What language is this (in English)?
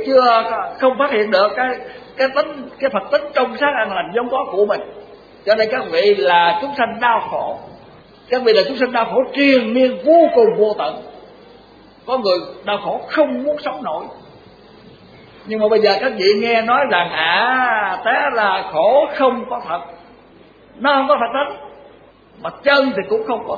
Vietnamese